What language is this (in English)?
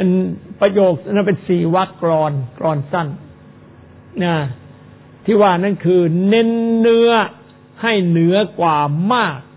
Thai